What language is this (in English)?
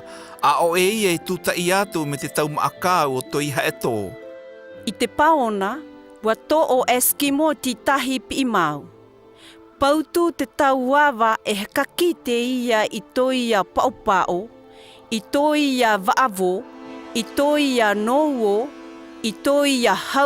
South Marquesan